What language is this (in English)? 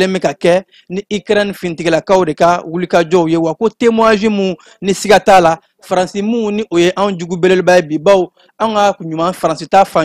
Bambara